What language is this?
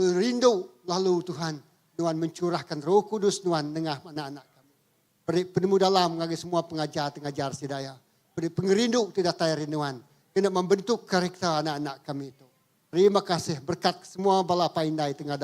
Iban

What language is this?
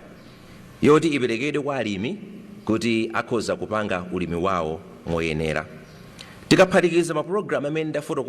Nyanja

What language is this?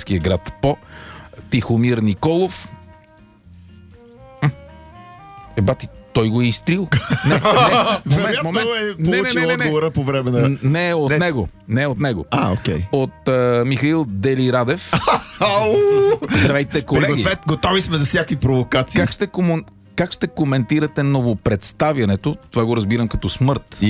Bulgarian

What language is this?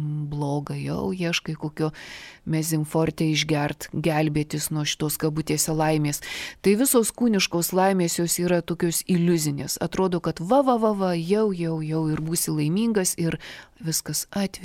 Lithuanian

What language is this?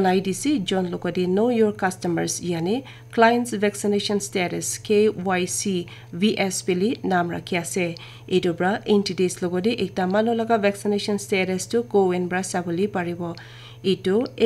Naga Pidgin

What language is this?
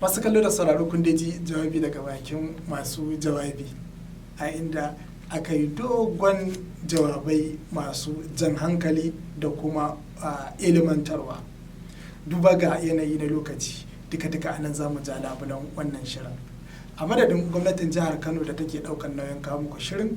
Hausa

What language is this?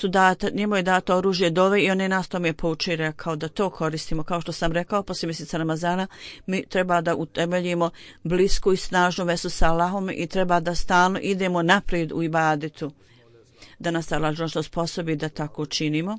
Bosnian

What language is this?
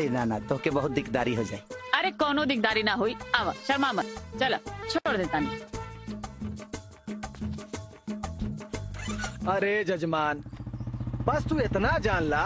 Bhojpuri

